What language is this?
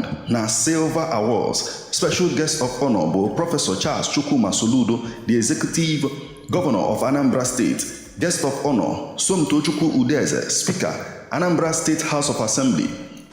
Igbo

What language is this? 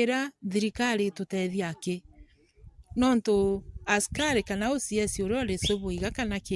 Meru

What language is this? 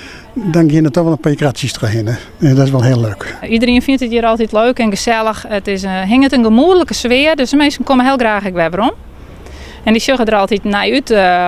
Western Frisian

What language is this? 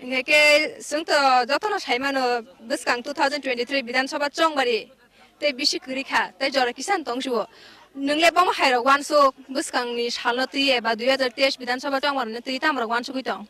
Kok Borok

